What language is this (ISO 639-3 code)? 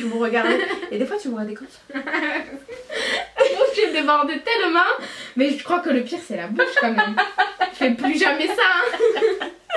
fra